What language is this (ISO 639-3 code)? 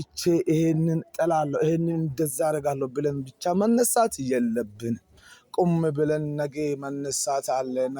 amh